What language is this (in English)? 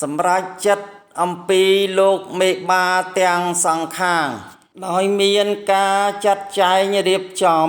Khmer